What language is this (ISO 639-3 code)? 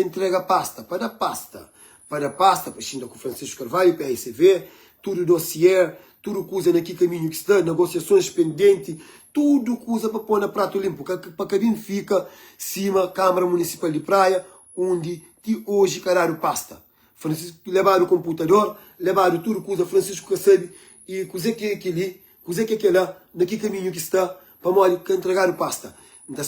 kea